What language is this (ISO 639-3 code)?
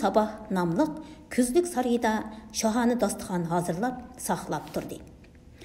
uig